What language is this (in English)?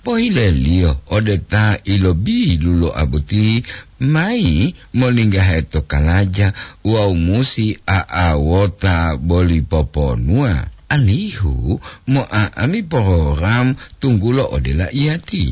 Gorontalo